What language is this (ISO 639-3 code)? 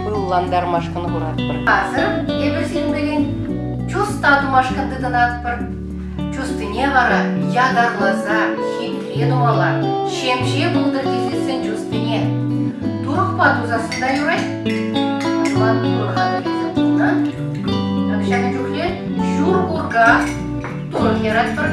chv